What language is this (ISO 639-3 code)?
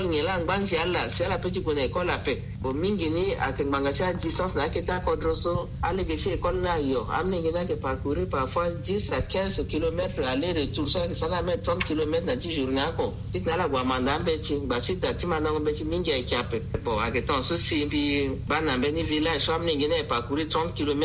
sag